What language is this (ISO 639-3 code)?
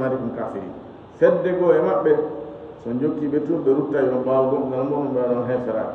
ful